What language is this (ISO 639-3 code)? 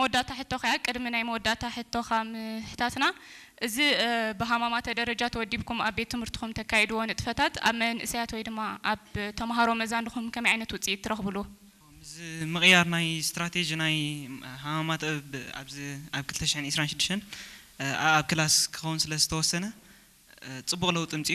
tir